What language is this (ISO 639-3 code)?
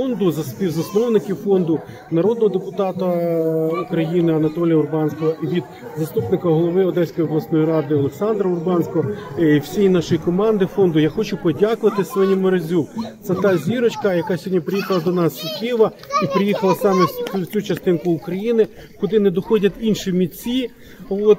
ukr